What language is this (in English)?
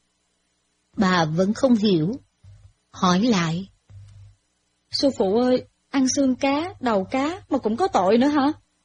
Vietnamese